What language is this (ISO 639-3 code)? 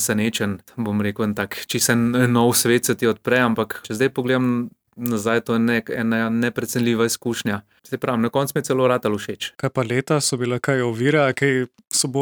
slv